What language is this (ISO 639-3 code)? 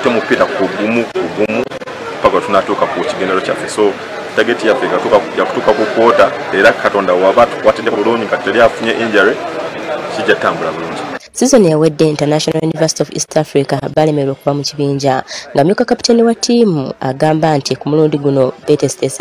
lug